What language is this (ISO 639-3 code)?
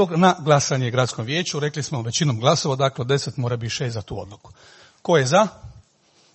hrv